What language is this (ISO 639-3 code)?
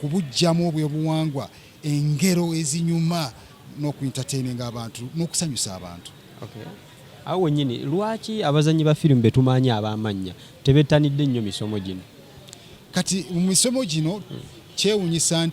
lug